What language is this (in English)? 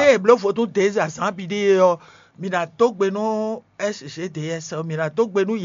Fon